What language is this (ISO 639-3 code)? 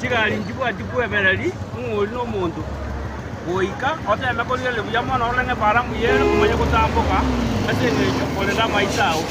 guz